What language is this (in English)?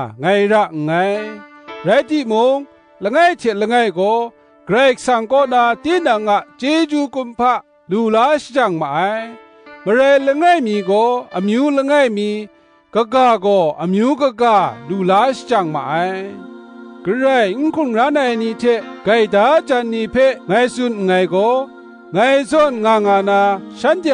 Kachin